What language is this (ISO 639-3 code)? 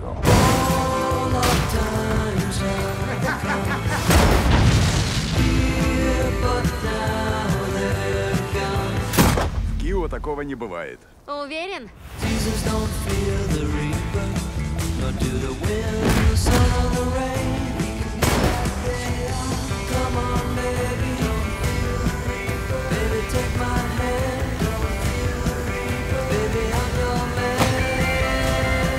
rus